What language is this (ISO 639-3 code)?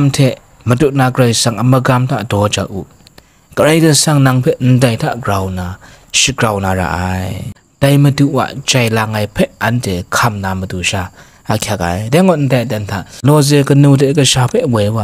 kac